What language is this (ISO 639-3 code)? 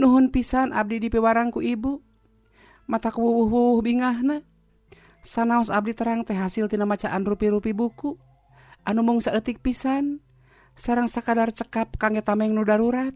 sun